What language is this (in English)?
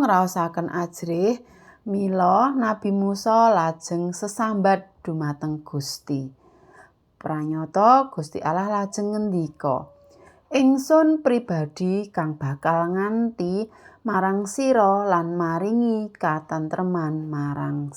Javanese